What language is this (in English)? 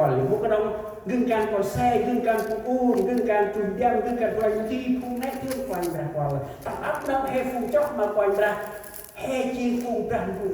Central Mnong